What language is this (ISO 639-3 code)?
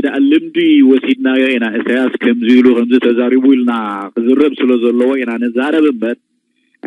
tir